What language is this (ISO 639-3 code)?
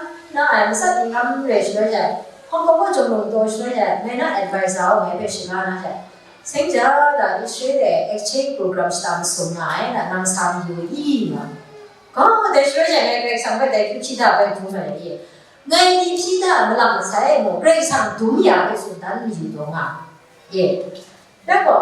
kac